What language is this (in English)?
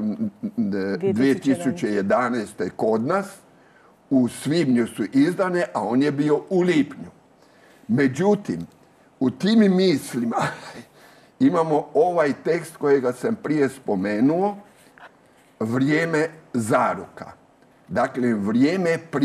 Croatian